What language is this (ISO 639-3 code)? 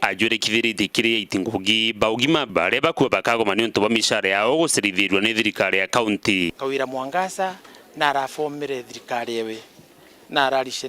mer